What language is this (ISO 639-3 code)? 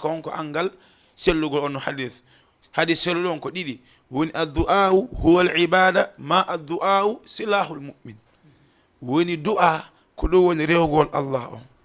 ful